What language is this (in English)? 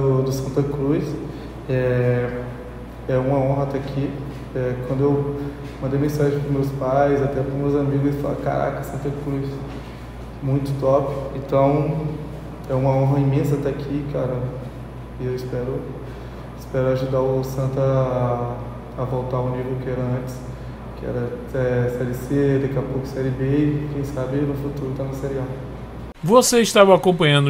Portuguese